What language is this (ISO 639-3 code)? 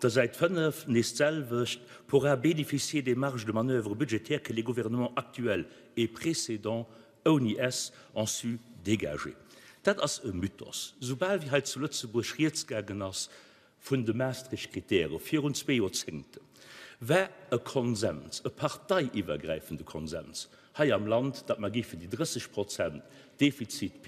ltz